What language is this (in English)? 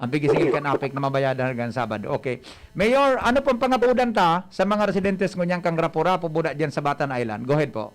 Bikol